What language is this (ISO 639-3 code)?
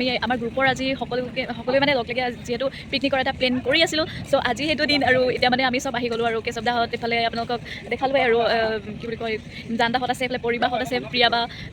asm